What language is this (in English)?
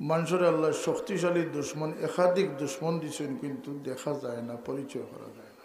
Sylheti